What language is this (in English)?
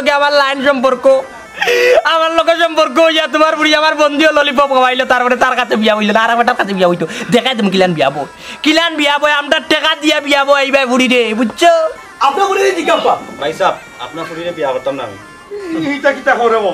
Sylheti